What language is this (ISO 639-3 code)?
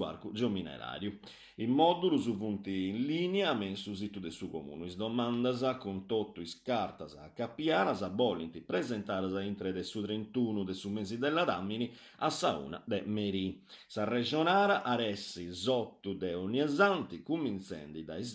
srd